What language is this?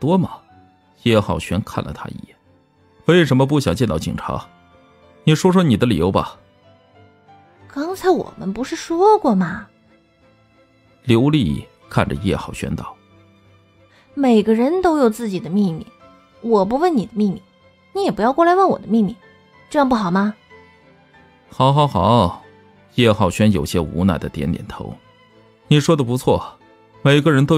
Chinese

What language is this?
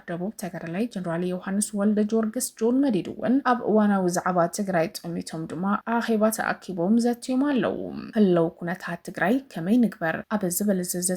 Tigrinya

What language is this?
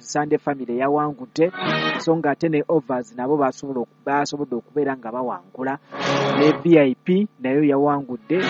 Ganda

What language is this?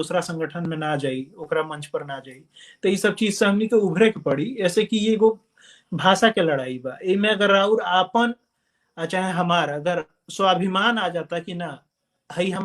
Bhojpuri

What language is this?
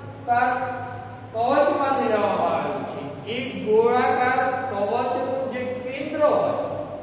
Gujarati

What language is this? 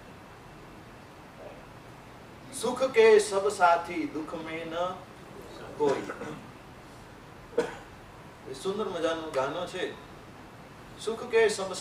Gujarati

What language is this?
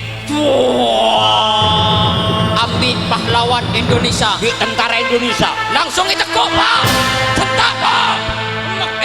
Madurese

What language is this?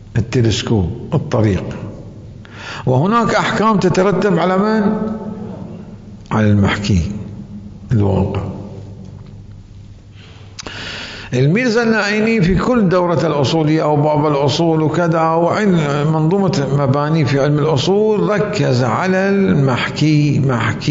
Arabic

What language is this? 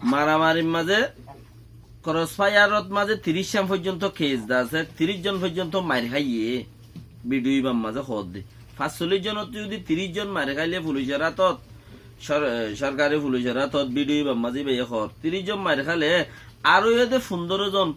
Rohingya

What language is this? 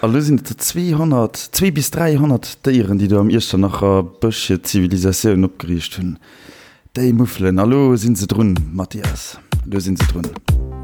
Luxembourgish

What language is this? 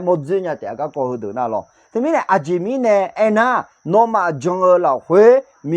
Akha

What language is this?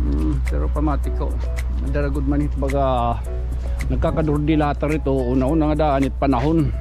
Waray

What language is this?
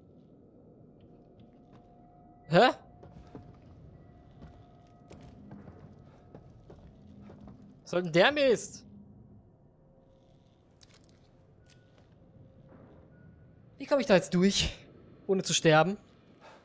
German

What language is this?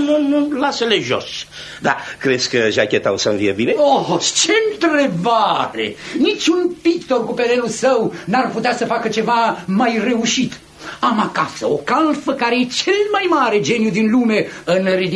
Romanian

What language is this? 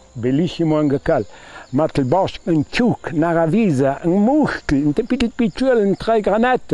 Ladin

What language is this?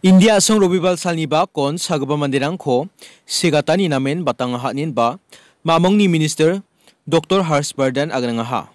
Garo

